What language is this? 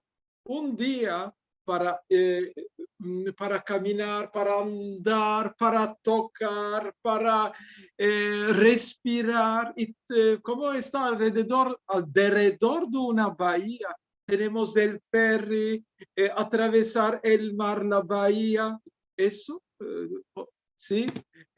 Ladino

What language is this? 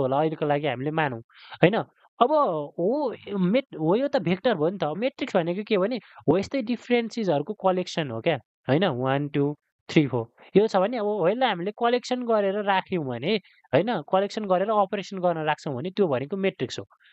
Nepali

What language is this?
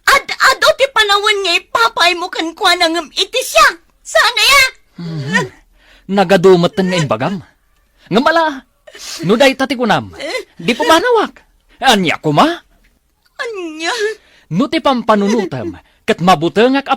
Iloko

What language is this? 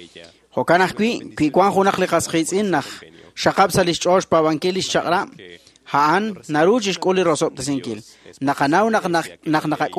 Kekchí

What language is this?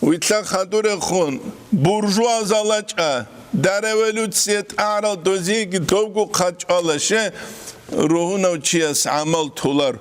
Avaric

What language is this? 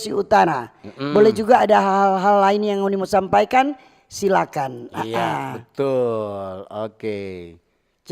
Manado Malay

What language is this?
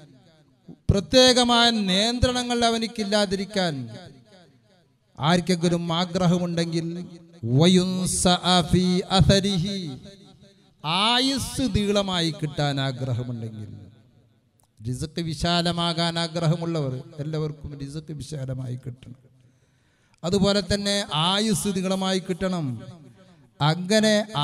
Malayalam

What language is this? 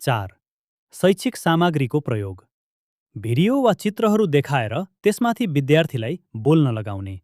Nepali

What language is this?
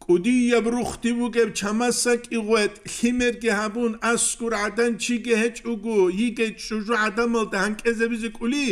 Avaric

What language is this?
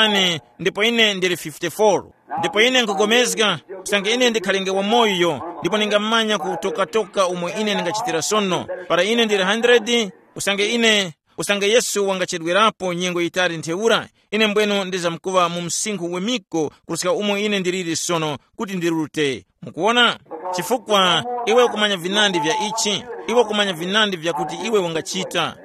Tumbuka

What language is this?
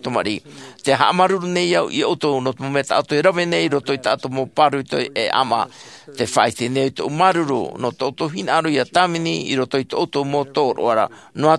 Tahitian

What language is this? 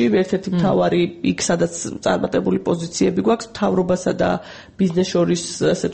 Georgian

